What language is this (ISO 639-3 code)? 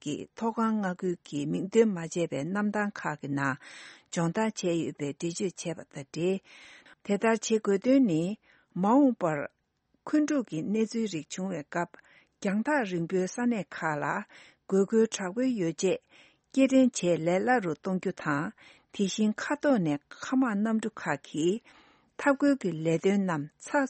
bod